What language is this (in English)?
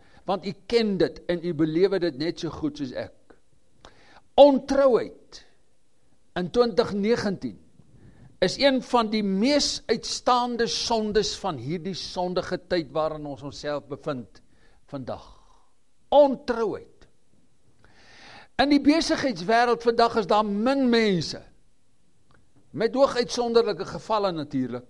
Afrikaans